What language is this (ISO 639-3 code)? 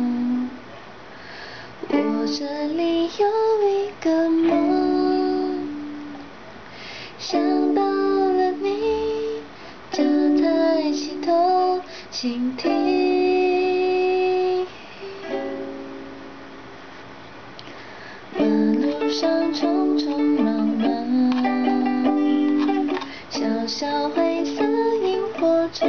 zho